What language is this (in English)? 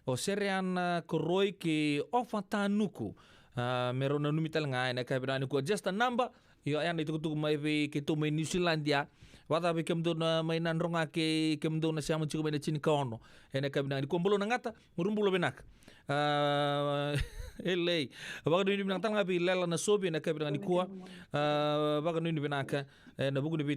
Fijian